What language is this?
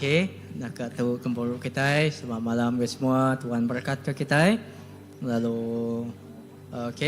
Iban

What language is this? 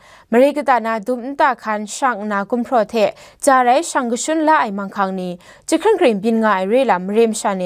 Kachin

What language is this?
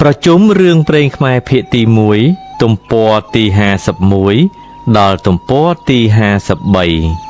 Khmer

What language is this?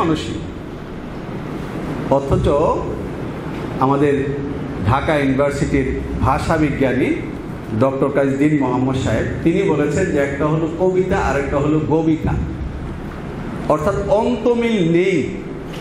Bangla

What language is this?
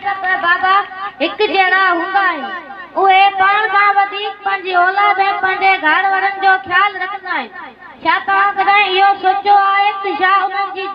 Sindhi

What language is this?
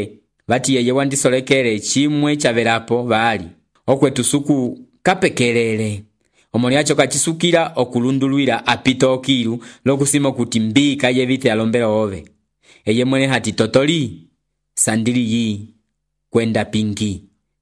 Umbundu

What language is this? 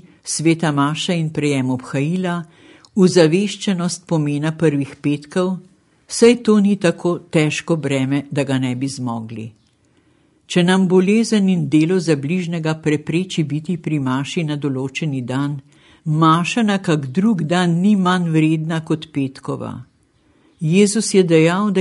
Slovenian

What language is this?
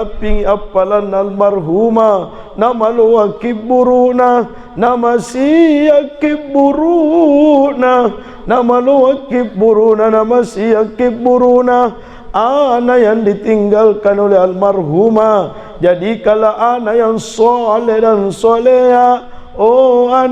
Buginese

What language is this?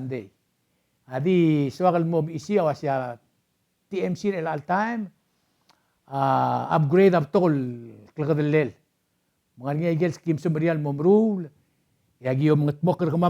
Palauan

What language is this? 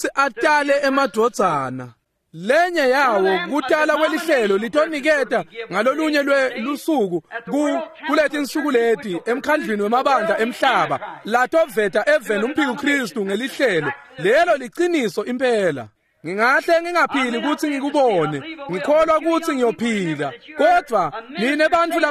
Swati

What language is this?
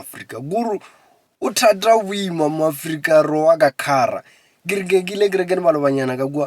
Northern Sotho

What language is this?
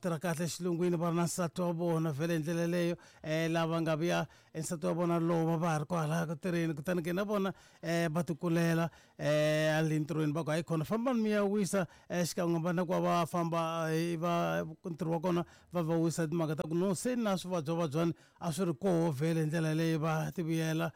Tsonga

